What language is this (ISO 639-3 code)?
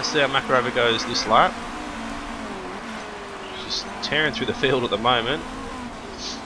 eng